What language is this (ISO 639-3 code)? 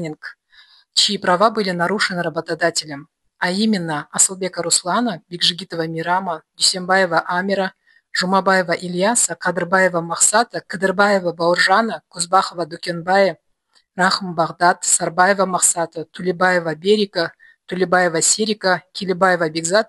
rus